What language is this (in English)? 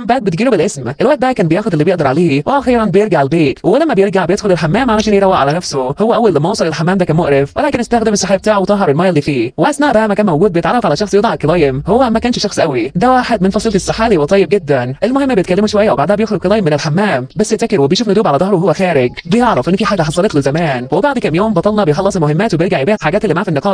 Egyptian Arabic